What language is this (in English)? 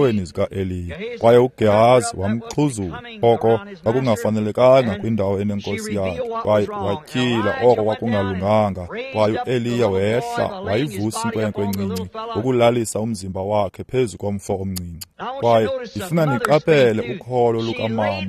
Xhosa